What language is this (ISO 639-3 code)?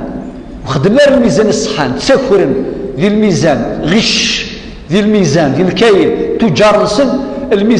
kab